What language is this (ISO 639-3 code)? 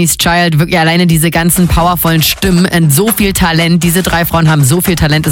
deu